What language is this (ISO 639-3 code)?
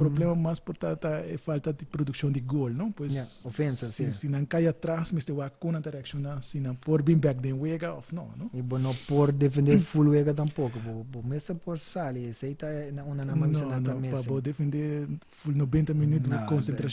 pap